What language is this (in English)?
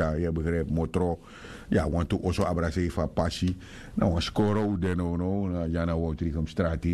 Sranan Tongo